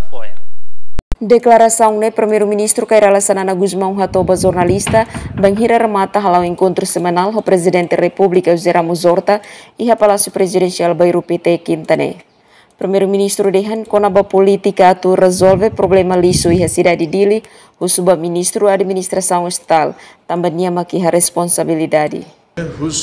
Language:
Tetum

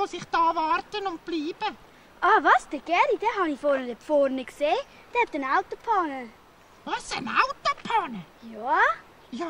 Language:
Swiss German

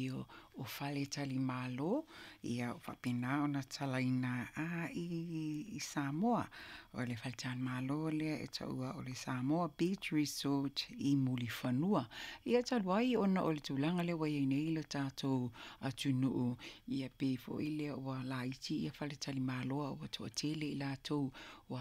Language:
Samoan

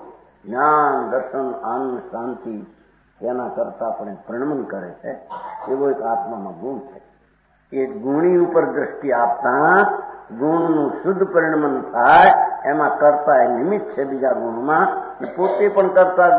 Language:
Gujarati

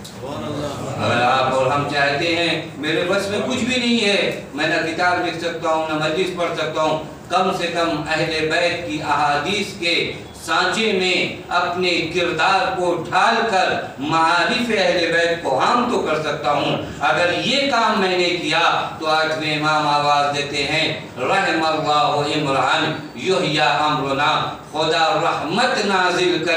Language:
Urdu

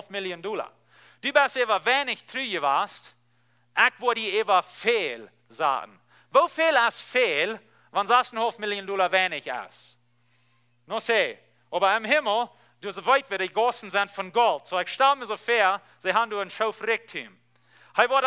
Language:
Plautdietsch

